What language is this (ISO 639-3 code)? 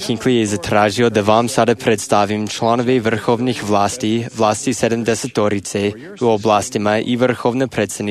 srp